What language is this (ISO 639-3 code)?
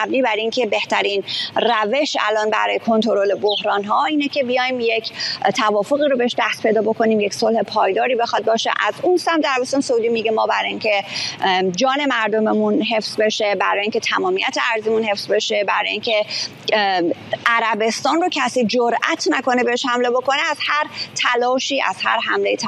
fas